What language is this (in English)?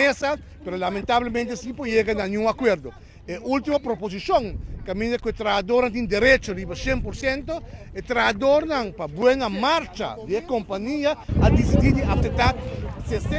Papiamento